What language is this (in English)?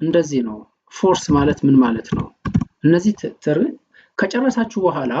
Amharic